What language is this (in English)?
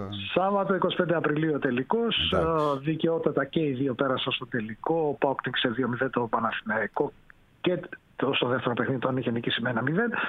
Greek